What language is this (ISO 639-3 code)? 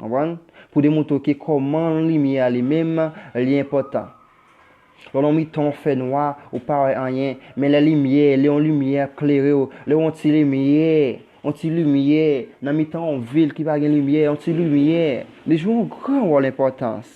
hat